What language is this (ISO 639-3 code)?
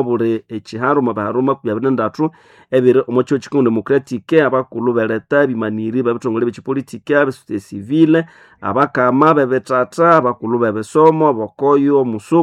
nnb